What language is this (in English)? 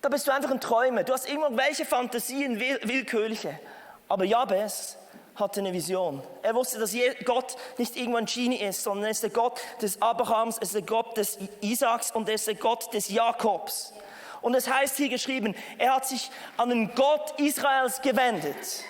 Swiss German